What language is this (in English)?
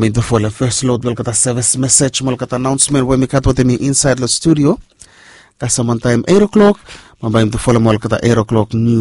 Bislama